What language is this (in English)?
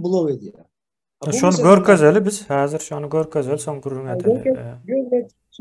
Turkmen